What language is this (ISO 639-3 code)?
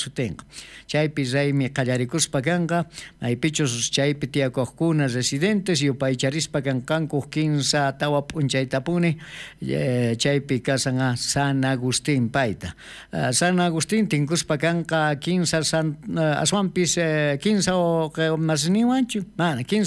quh